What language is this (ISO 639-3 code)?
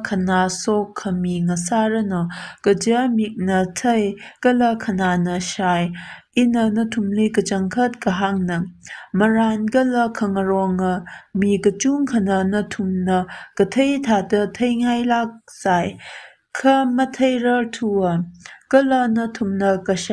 nmf